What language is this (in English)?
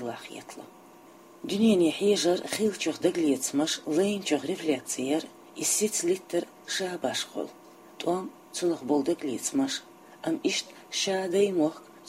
Chechen